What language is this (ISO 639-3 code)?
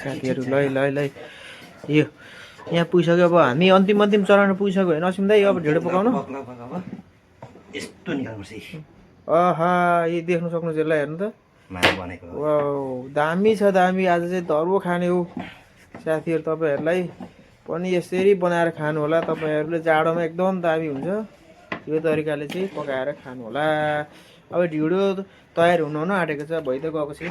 nep